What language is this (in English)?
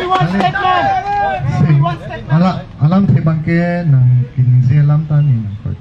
Karbi